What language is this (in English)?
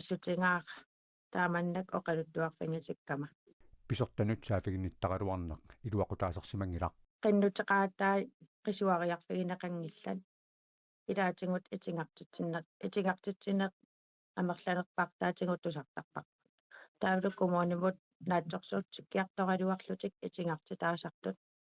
Kalaallisut